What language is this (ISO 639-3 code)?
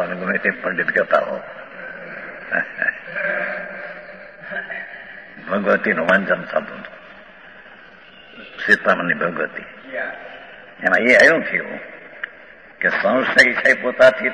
guj